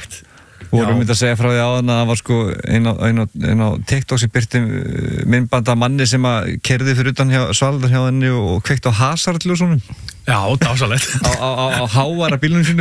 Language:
Icelandic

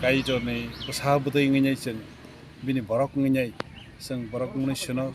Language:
Kok Borok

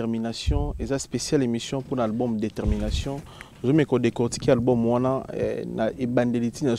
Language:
Lingala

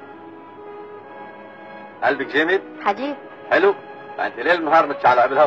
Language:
Egyptian Arabic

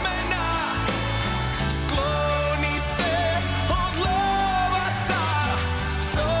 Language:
Croatian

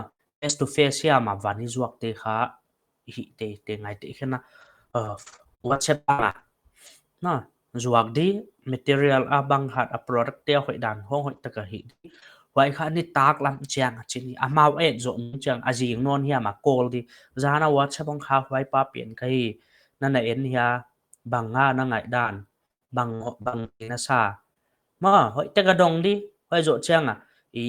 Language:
Paite Chin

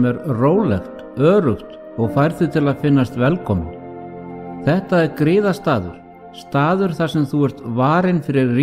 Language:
Icelandic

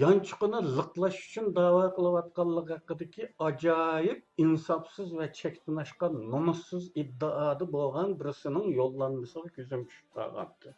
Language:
Uyghur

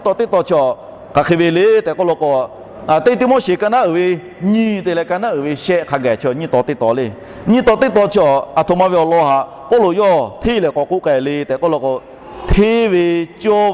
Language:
Lahu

